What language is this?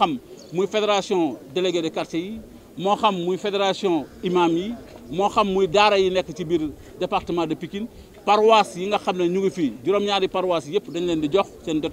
Wolof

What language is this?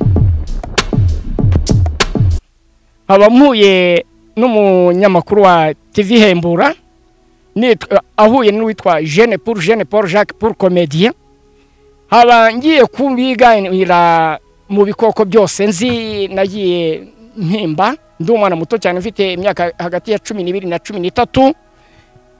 Kinyarwanda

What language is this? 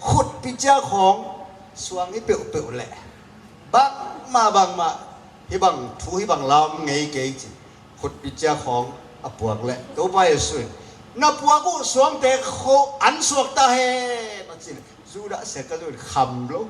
Tedim Chin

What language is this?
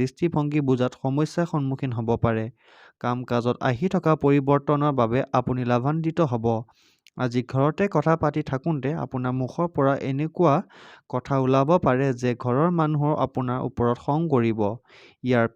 Assamese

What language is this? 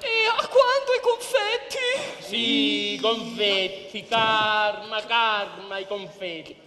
Sicilian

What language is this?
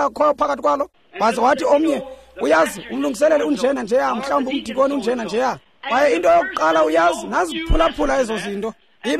Xhosa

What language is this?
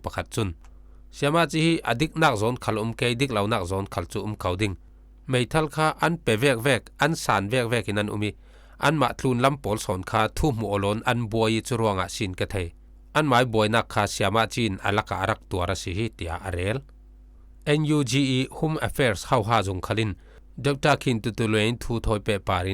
Falam Chin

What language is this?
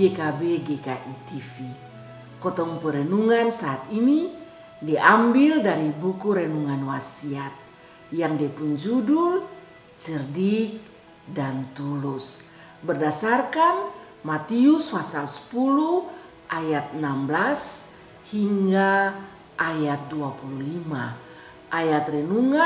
Kupang Malay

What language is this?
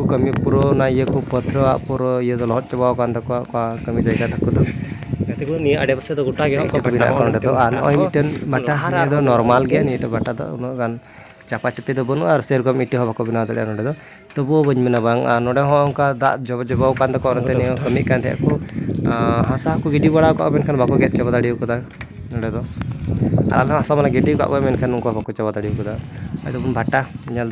Santali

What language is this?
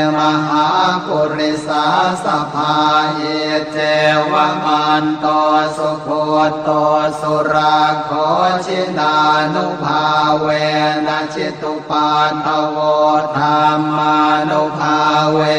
Pali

